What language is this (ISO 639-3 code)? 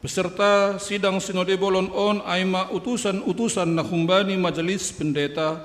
bts